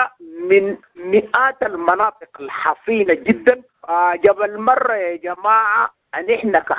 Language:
Sudanese Arabic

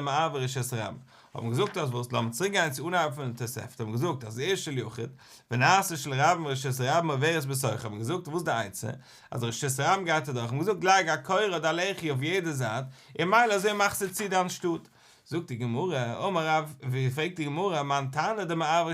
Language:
Yiddish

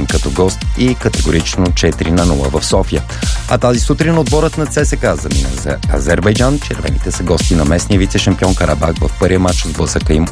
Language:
Bulgarian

